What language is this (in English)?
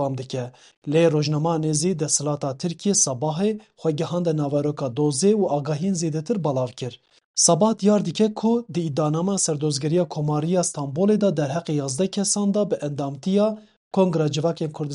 Kurdish